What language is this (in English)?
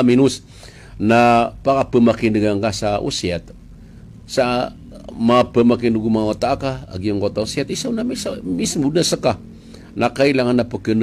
Maranao